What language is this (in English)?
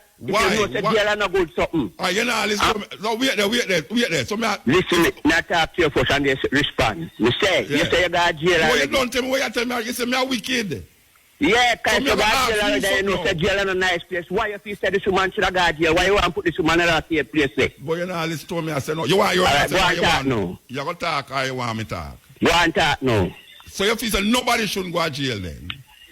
Jamaican Creole English